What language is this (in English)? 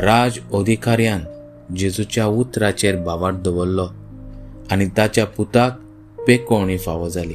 Konkani